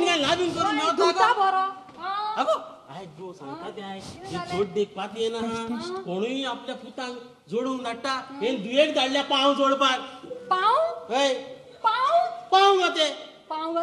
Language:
Konkani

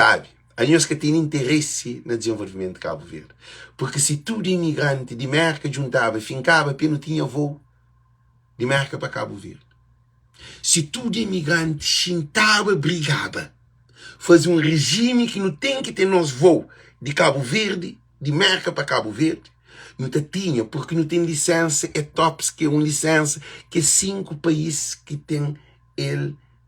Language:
Kabuverdianu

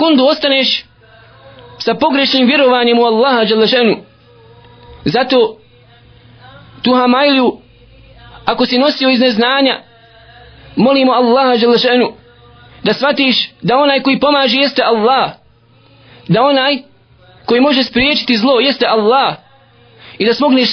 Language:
Bosnian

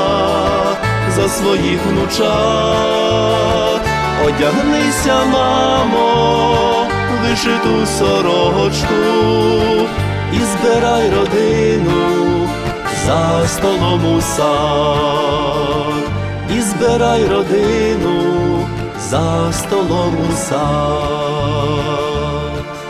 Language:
Ukrainian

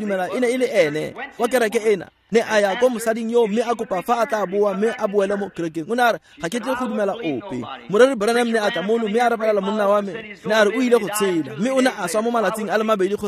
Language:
Tswana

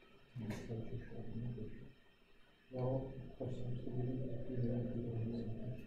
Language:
Turkish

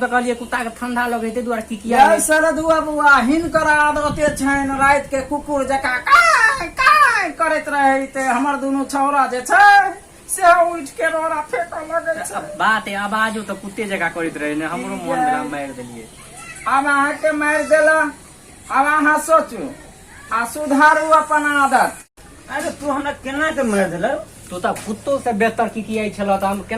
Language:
Maithili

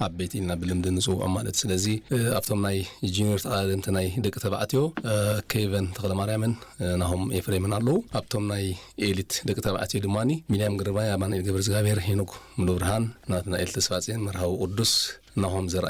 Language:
Tigrinya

